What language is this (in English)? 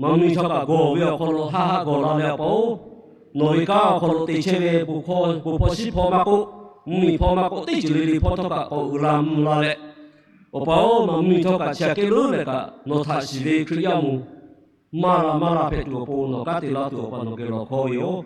Lahu